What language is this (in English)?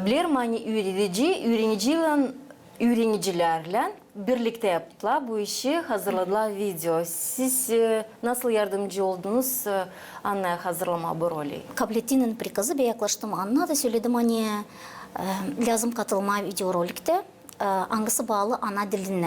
Gagauz